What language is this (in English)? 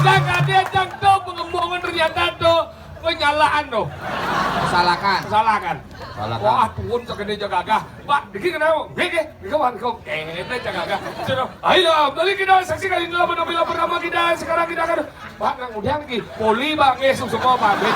Balinese